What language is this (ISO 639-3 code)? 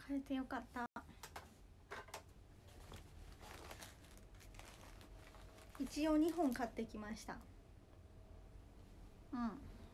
jpn